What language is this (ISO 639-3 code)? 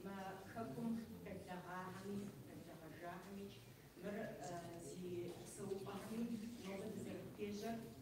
kbd